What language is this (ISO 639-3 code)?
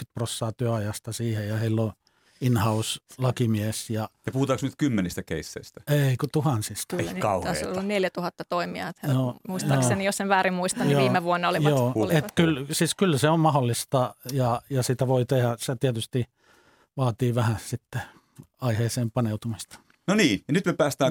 fin